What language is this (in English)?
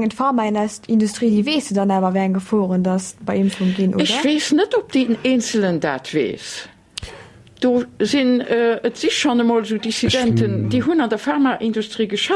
Luxembourgish